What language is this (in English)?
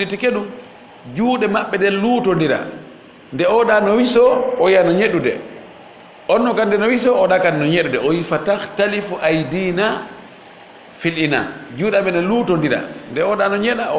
Fula